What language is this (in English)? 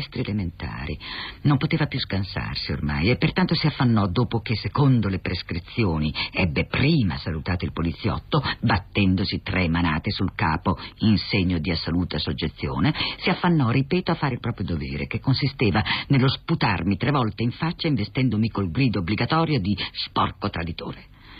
Italian